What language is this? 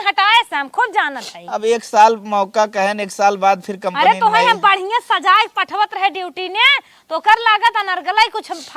Awadhi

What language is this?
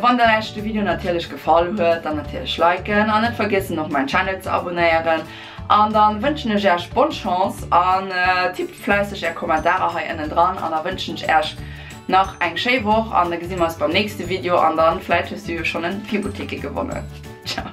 Luxembourgish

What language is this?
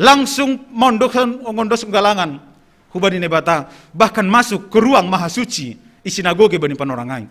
Batak Simalungun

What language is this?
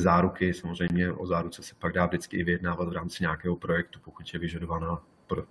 Czech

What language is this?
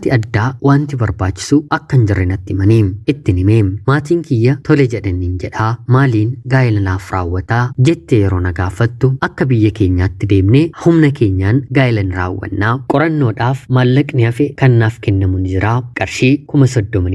Oromo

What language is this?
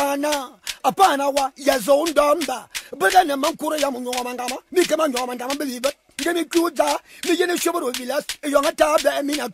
Fang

